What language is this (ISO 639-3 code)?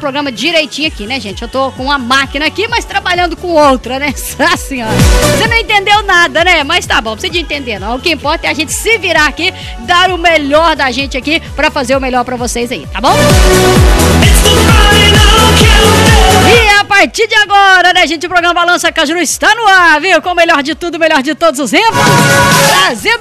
por